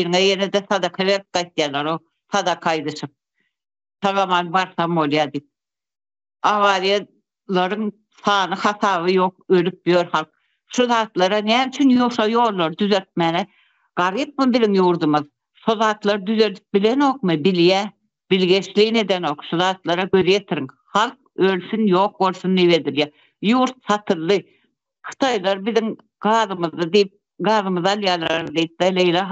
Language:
Turkmen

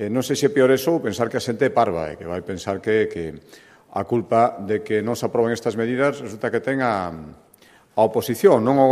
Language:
Galician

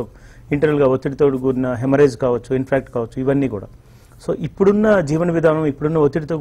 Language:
Telugu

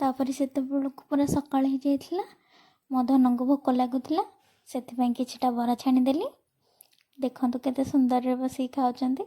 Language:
Odia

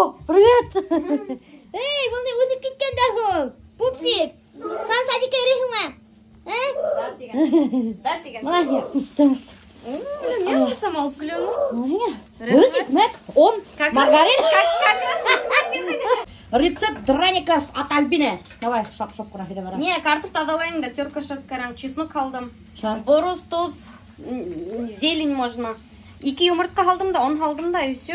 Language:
Bashkir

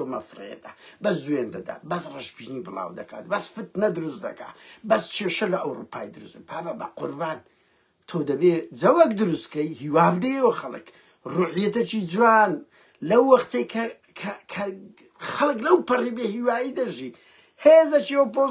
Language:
Central Kurdish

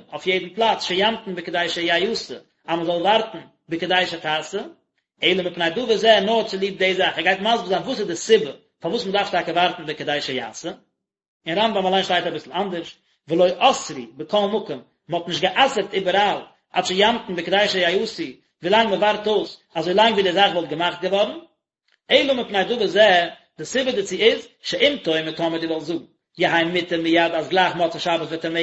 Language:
Yiddish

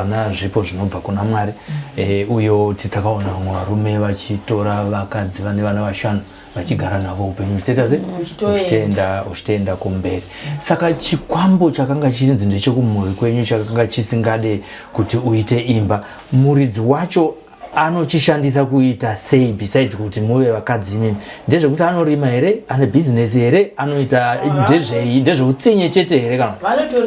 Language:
Shona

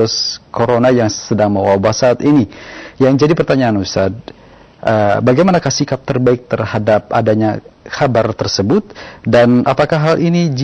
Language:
Indonesian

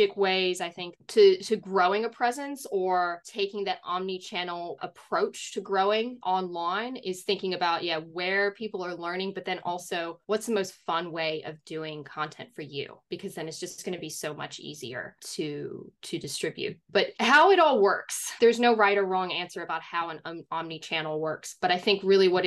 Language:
English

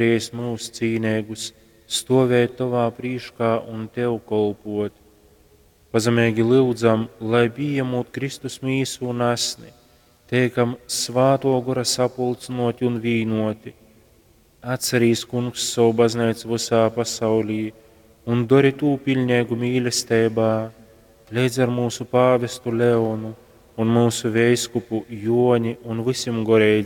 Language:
Latgalian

